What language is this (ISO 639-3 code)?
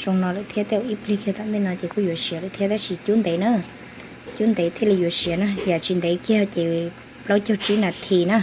hmn